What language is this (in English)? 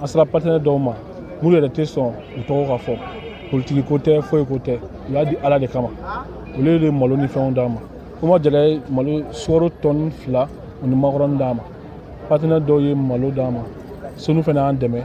Bambara